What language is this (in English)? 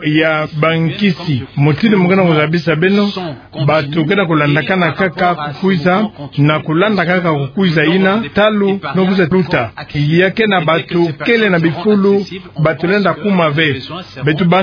Kituba (Democratic Republic of Congo)